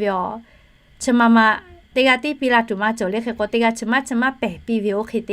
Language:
Lahu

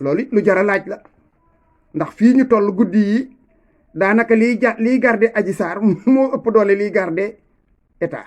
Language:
Wolof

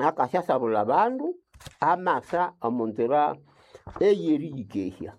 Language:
Nande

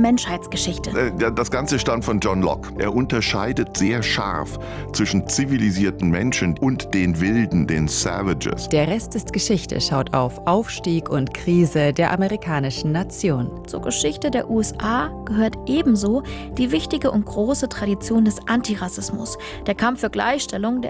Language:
German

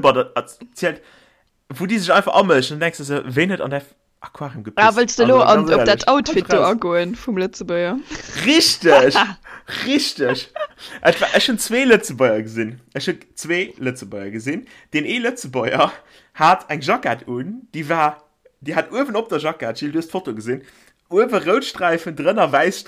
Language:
Luxembourgish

